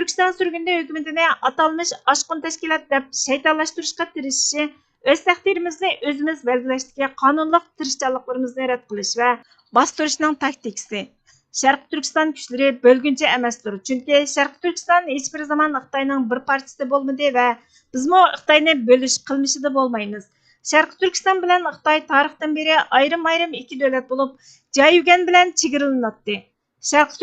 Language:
Uyghur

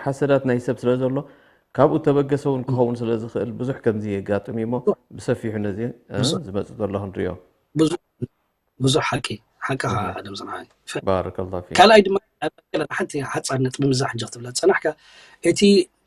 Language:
Tigrinya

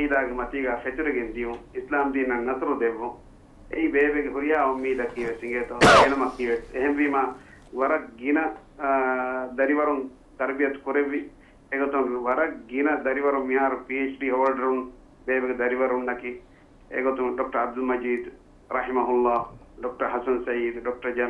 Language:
Divehi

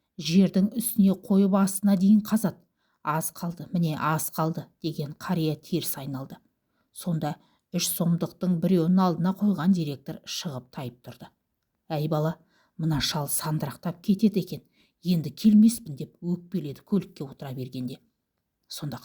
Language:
Kazakh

